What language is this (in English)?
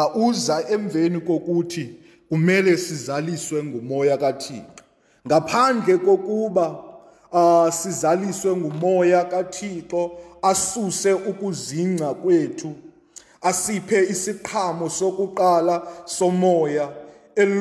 Xhosa